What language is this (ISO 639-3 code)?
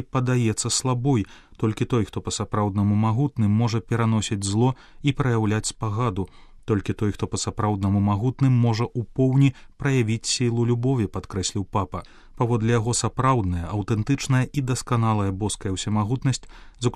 bel